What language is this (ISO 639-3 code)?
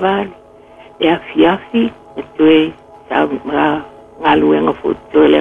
smo